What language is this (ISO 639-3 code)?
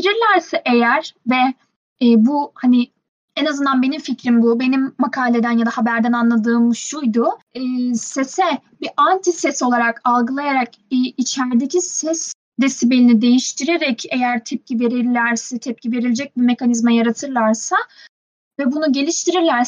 tur